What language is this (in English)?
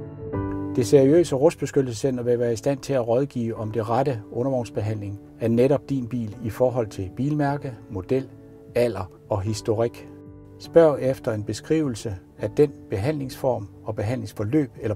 Danish